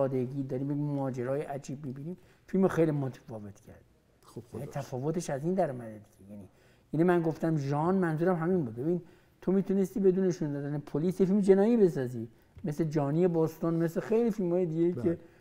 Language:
Persian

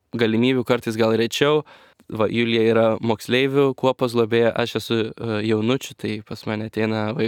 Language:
Lithuanian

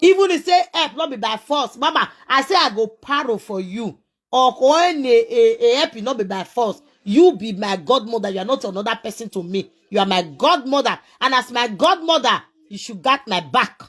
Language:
Nigerian Pidgin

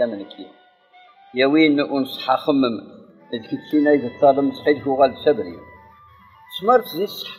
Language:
Kabyle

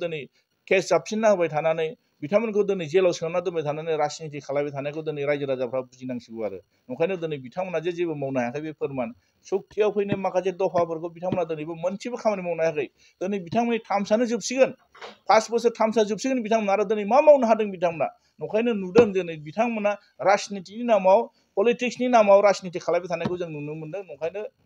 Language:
Bodo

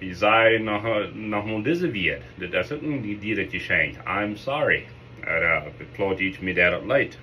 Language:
Plautdietsch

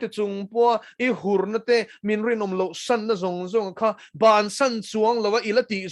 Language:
Mizo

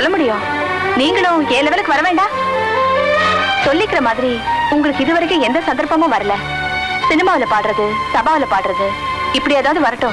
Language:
Tamil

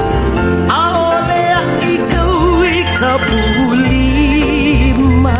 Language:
Hawaiian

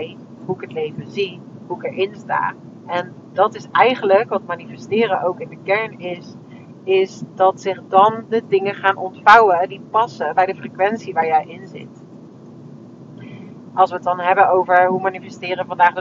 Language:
Dutch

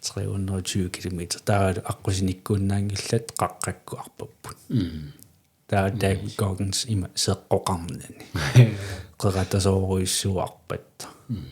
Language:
Kalaallisut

